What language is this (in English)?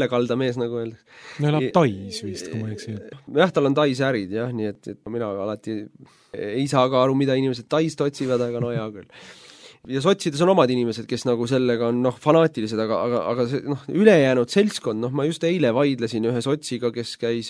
Estonian